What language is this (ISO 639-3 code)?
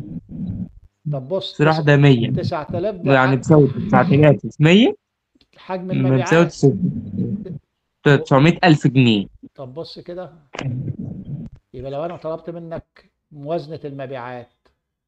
arz